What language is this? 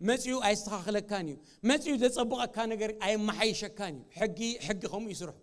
Tigrinya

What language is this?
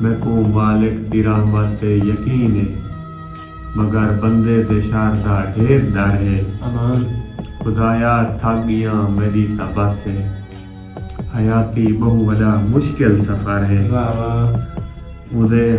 Saraiki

